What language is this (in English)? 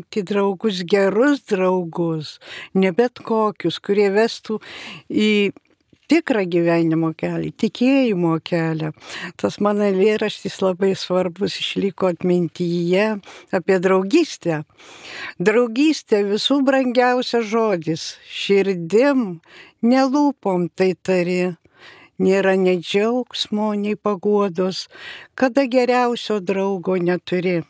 Lithuanian